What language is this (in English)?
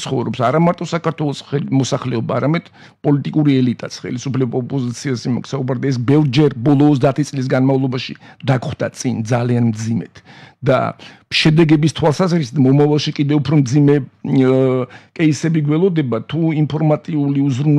Georgian